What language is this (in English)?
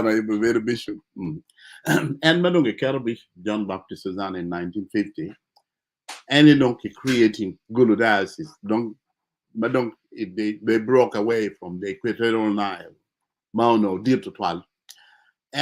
Acoli